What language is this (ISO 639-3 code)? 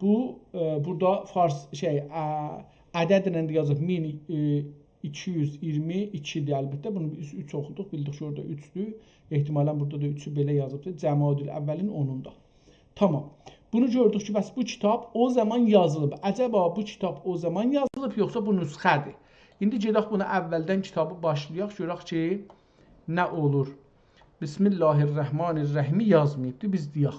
azb